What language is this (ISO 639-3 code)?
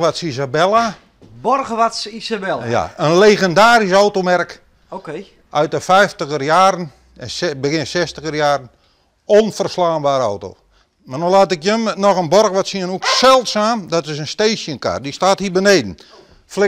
fry